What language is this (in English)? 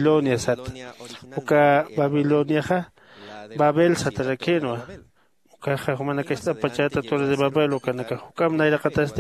Aymara